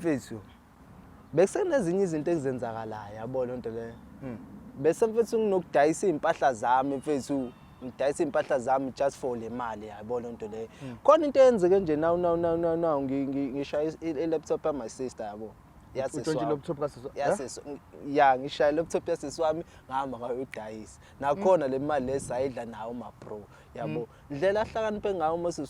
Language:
Zulu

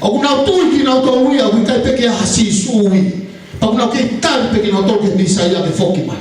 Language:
Tongan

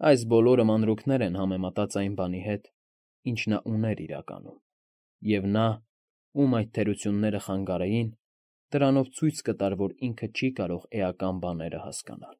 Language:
Armenian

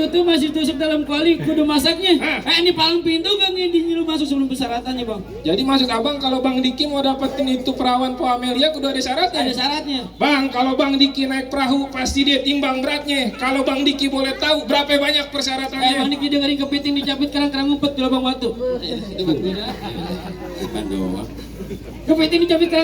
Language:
Betawi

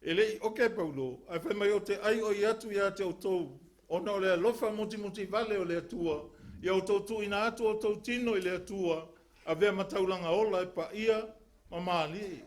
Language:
Samoan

